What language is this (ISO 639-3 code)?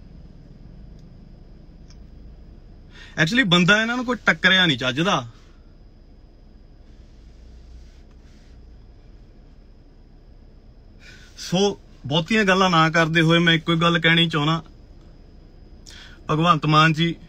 pan